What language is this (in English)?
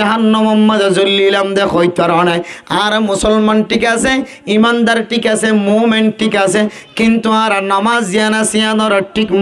Rohingya